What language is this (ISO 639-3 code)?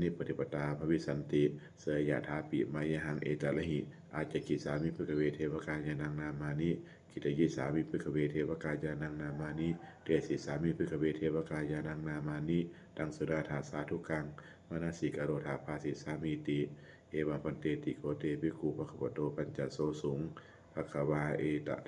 pli